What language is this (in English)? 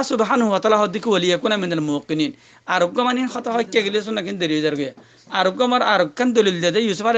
Rohingya